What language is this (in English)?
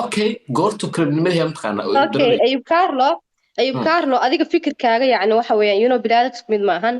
Somali